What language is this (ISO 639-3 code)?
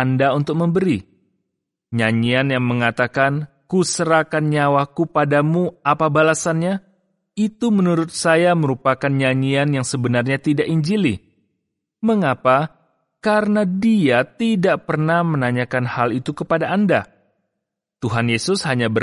ind